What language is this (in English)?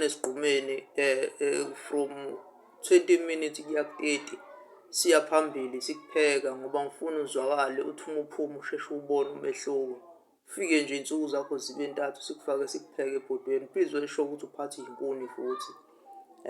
Zulu